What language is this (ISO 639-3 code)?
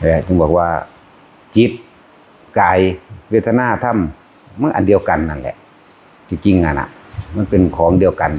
lao